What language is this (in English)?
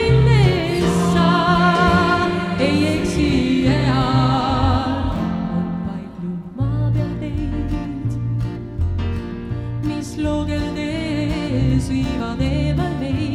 Estonian